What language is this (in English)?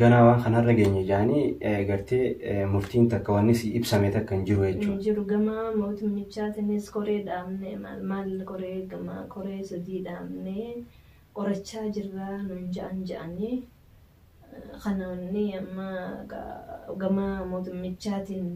Oromo